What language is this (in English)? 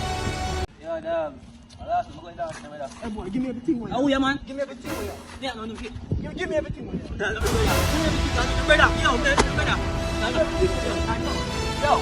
Jamaican Creole English